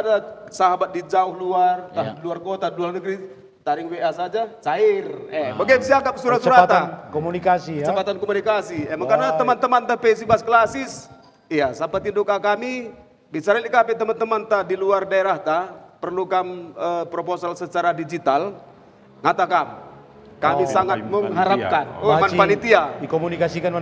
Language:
Batak Karo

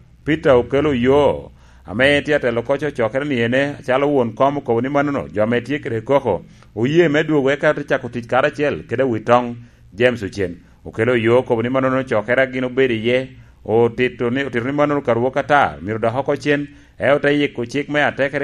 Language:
Lango (Uganda)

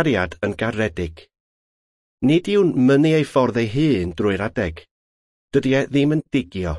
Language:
Welsh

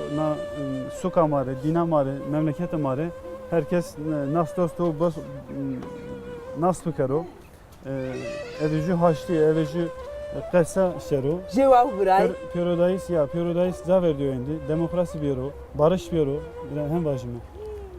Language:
Zaza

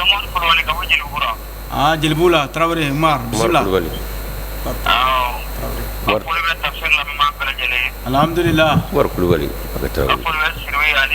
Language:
Bambara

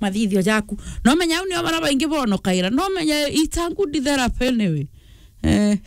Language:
Meru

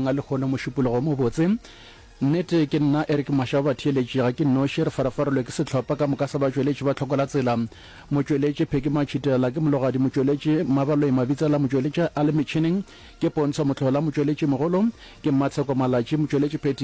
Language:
Northern Sotho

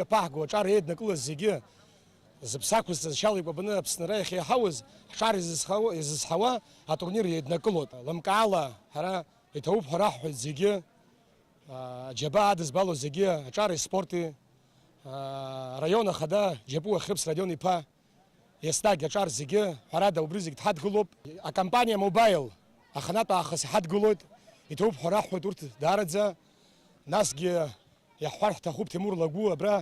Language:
Abkhazian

